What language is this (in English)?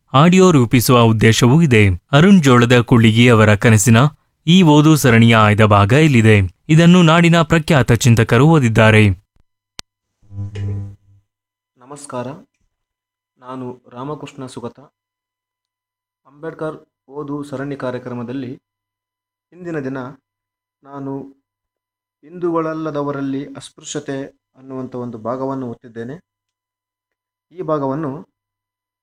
Kannada